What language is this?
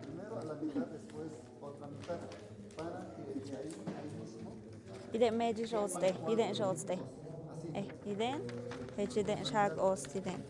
Tlahuitoltepec Mixe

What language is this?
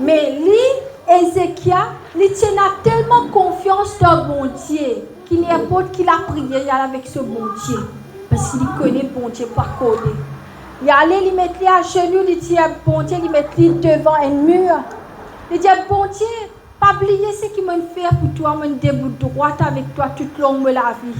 Morisyen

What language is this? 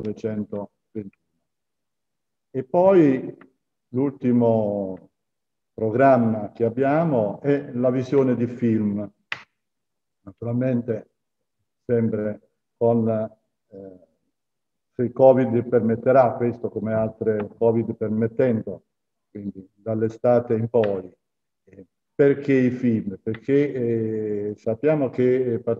Italian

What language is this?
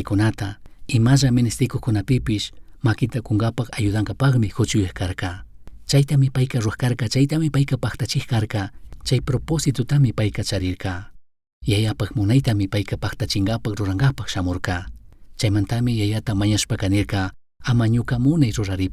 Chimborazo Highland Quichua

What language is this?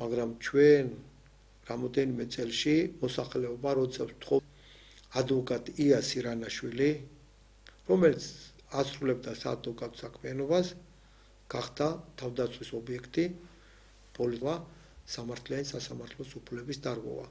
Georgian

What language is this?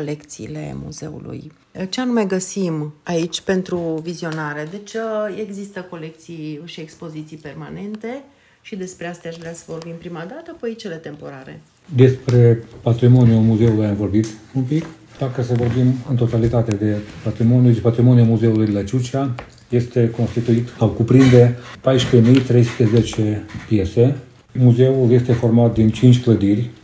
Romanian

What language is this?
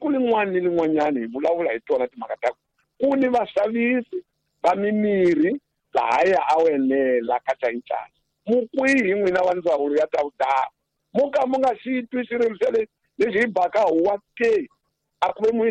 Tsonga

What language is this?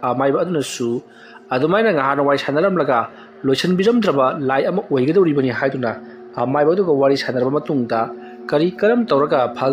Manipuri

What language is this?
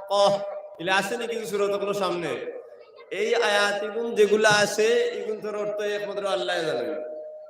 Sylheti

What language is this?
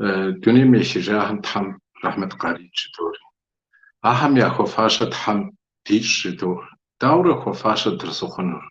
Kabardian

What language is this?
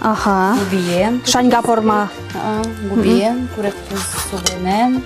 Udmurt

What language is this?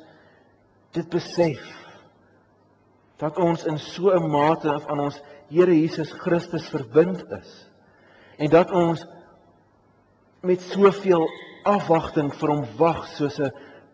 Afrikaans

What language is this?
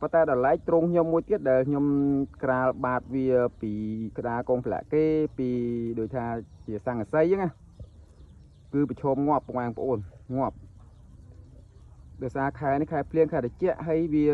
Khmer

